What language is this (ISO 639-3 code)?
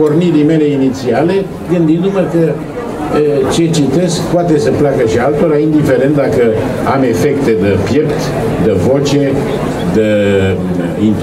ron